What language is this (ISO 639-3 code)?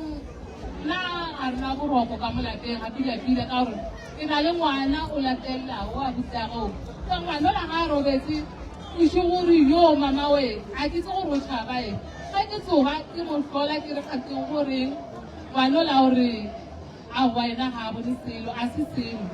nso